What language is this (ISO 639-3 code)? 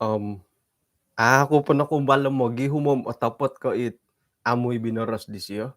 dtp